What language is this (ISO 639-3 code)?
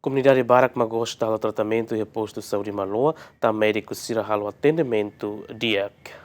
tet